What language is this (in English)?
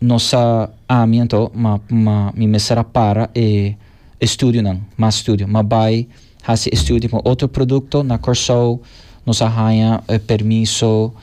Papiamento